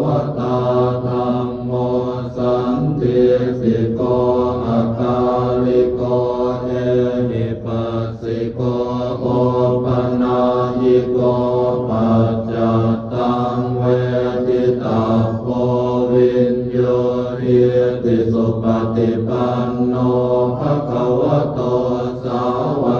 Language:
Pali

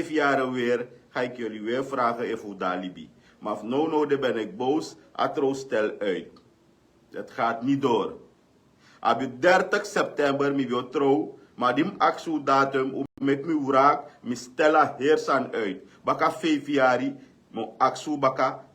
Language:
Sranan Tongo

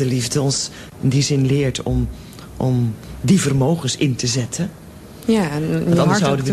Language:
Dutch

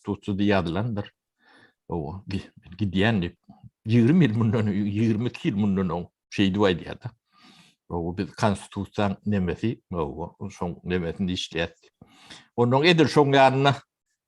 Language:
Turkmen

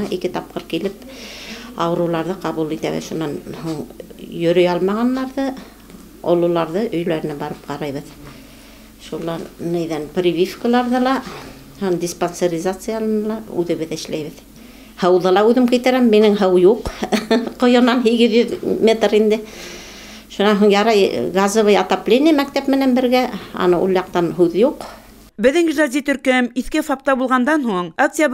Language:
Bashkir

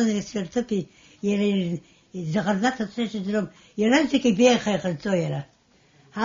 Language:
Abkhazian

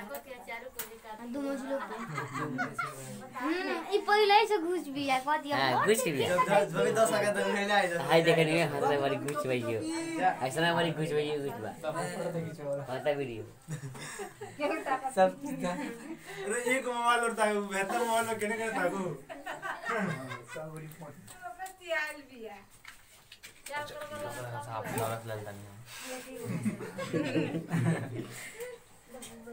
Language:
Bhojpuri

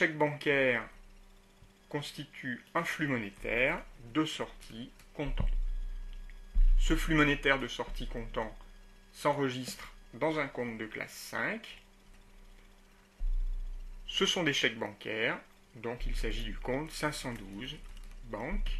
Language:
French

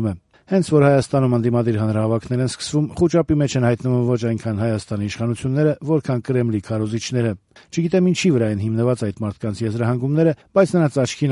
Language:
Armenian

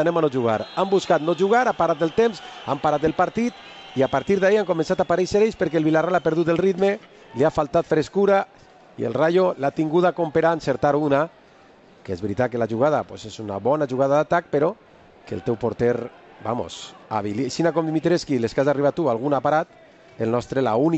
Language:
Catalan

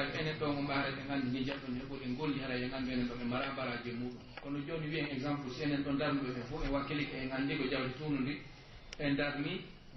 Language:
Pular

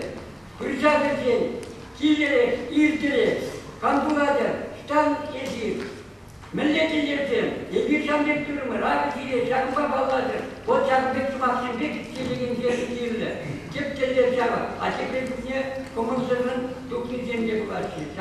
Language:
Chuvash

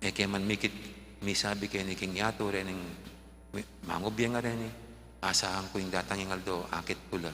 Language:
Pampanga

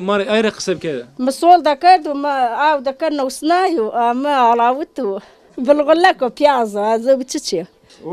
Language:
Zaza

